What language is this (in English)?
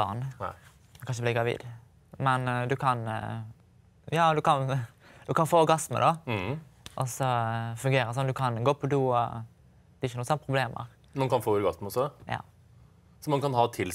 Norwegian